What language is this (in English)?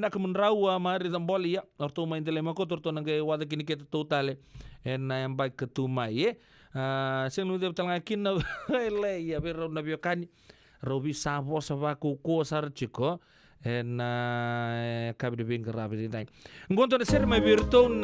Fijian